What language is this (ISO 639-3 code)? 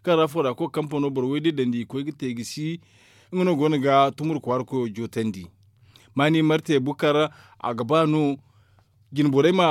dje